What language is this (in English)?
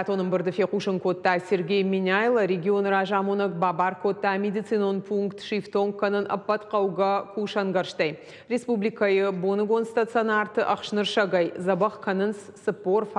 Ossetic